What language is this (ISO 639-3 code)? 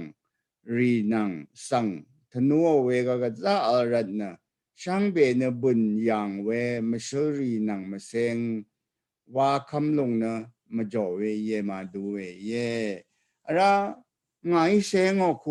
raw